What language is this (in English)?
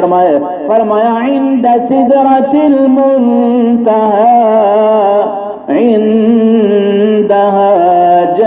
Saraiki